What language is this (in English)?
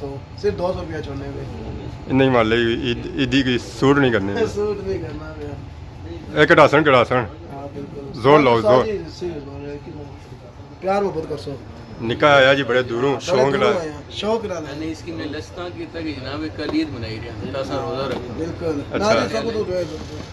Pahari-Potwari